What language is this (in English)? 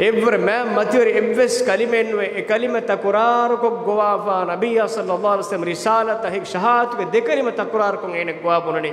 Divehi